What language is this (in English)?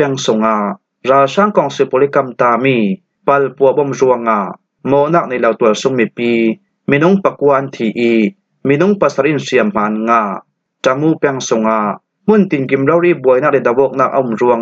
Falam Chin